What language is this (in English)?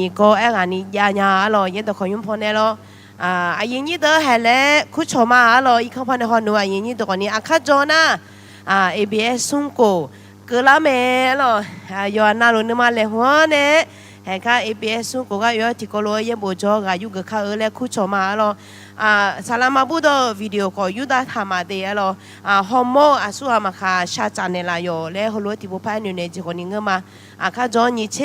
Akha